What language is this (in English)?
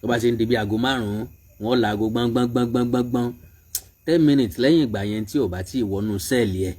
Yoruba